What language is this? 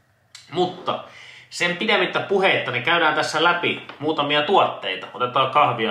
Finnish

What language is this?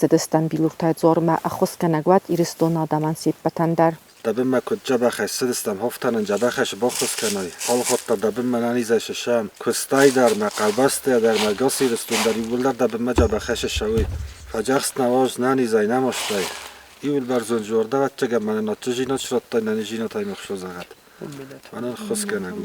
Ossetic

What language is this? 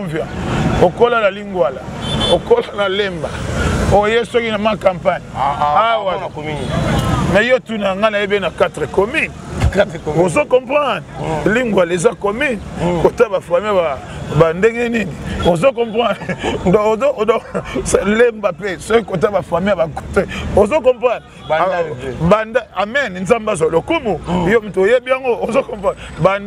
Lingala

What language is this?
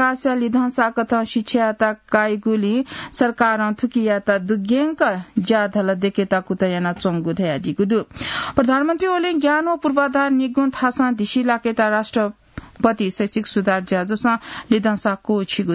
Newari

